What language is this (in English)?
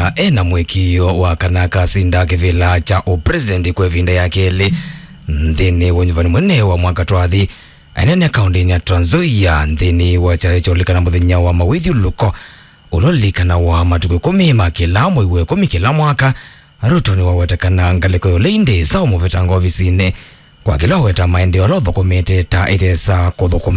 Kamba